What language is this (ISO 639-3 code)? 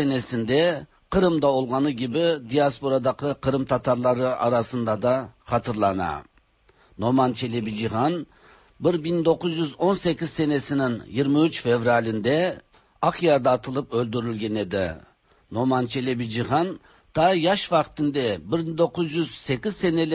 tat